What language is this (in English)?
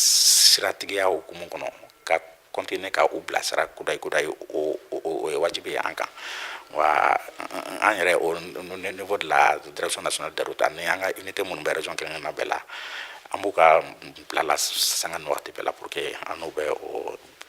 Bambara